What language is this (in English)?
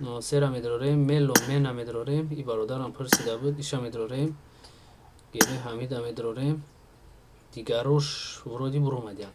Tajik